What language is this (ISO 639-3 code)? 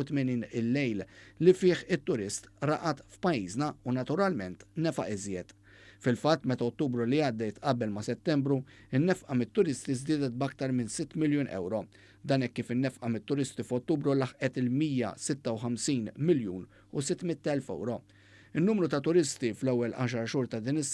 mlt